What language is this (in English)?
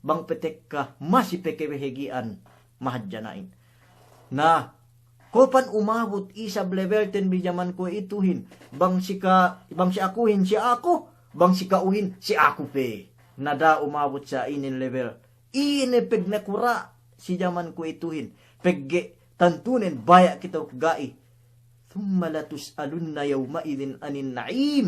Yakan